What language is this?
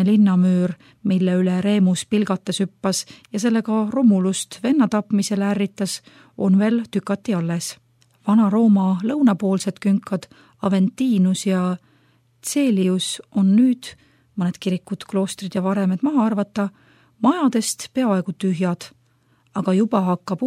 Estonian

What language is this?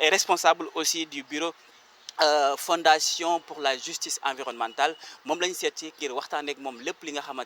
Wolof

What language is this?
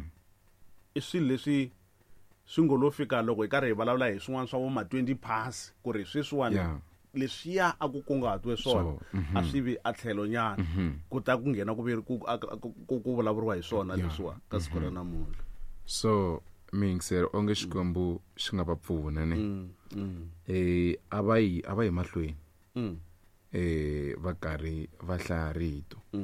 Tsonga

